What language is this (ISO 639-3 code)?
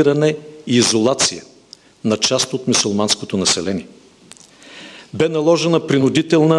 bul